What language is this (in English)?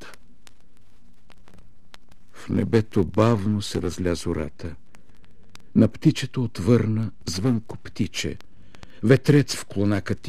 Bulgarian